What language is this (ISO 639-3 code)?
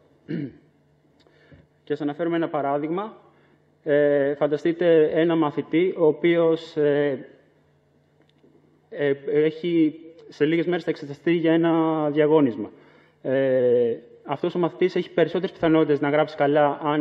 ell